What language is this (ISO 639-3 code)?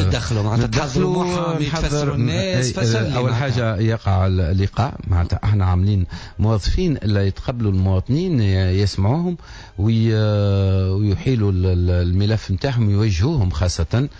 aeb